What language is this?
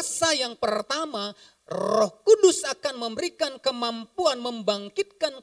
Indonesian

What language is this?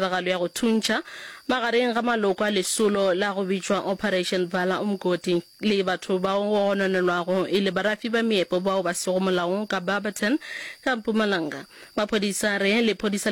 Northern Sotho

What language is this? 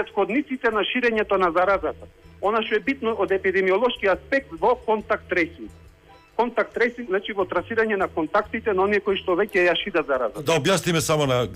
Macedonian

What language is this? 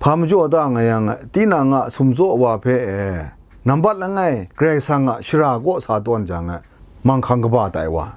Kachin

